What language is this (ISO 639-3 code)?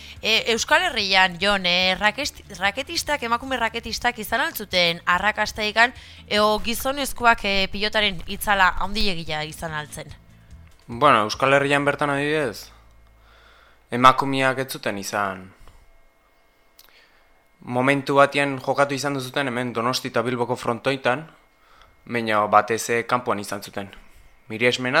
eus